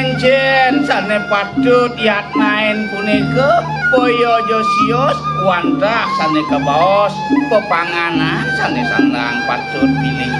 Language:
Balinese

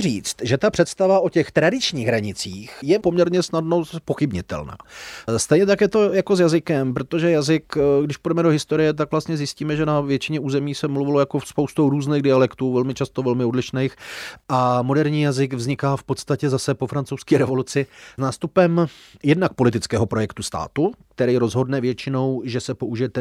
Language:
Czech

